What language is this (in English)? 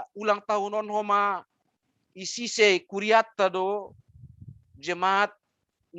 Batak Simalungun